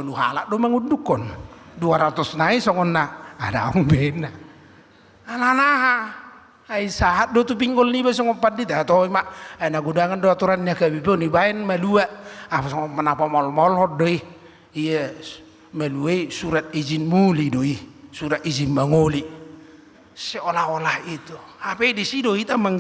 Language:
Batak Toba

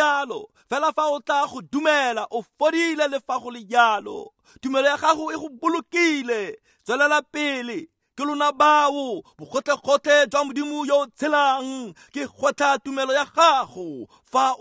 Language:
Tswana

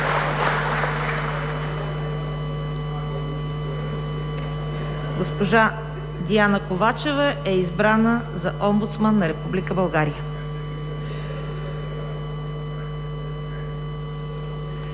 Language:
Bulgarian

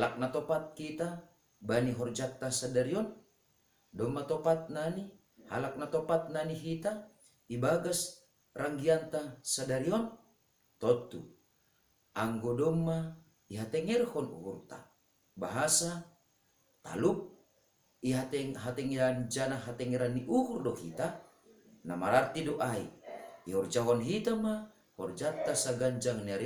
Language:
Batak Simalungun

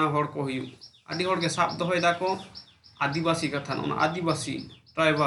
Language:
Santali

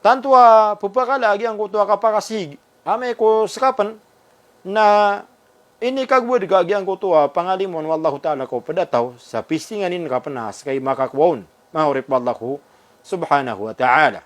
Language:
Maranao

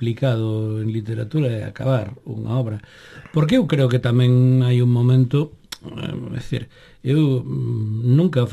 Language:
Galician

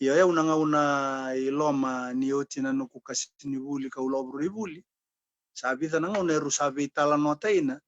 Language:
Fijian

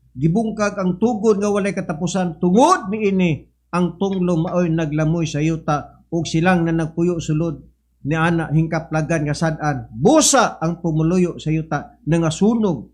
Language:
Cebuano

